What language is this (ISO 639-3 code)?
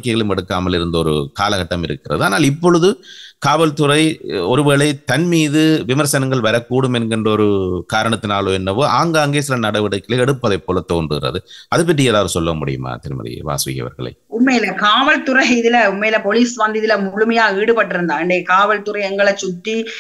tam